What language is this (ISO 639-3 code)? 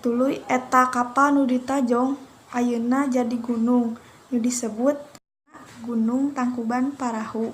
sun